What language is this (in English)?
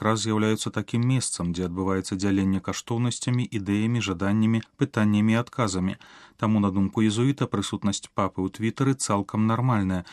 Belarusian